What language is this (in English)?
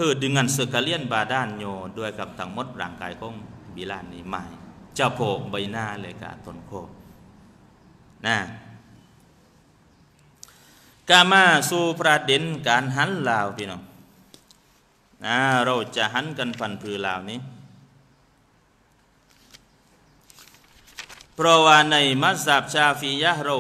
Thai